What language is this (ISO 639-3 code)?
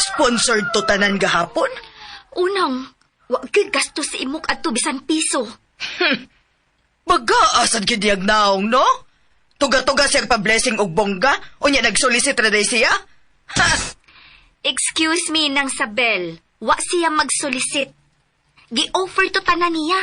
ceb